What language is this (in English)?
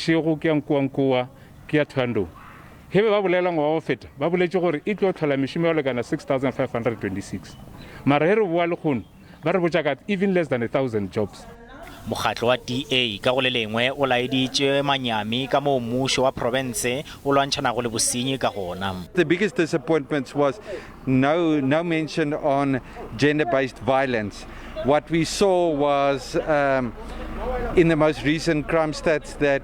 Northern Sotho